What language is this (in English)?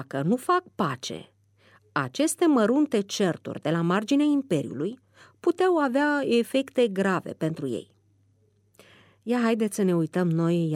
Romanian